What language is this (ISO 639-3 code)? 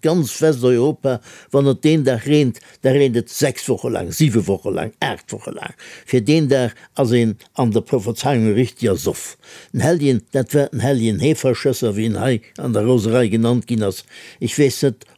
ltz